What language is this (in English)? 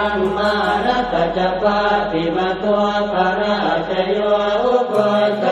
Pali